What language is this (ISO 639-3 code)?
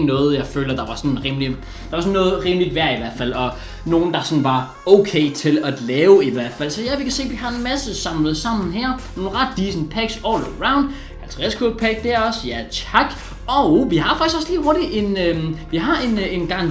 dan